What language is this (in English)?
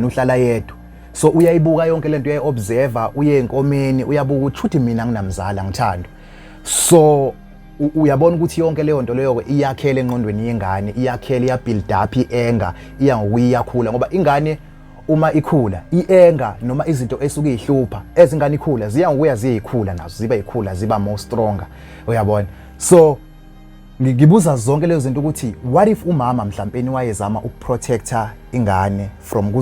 Zulu